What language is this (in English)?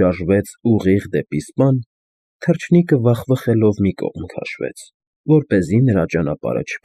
Armenian